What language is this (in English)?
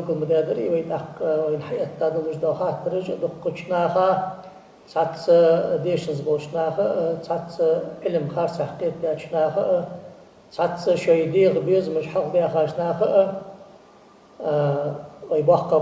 Ingush